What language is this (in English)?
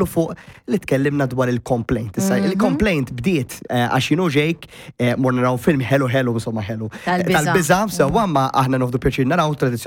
Maltese